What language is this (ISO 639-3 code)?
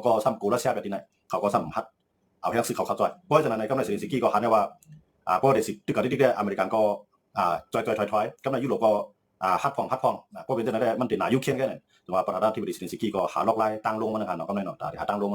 shn